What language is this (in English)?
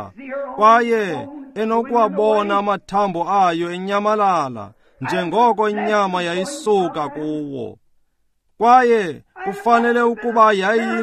Xhosa